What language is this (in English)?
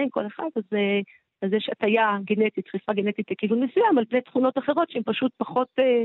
Hebrew